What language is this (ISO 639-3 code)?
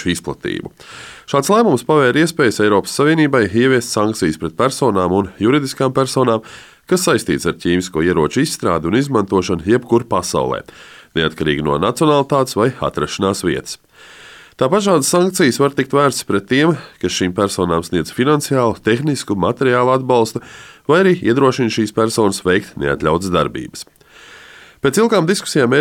lav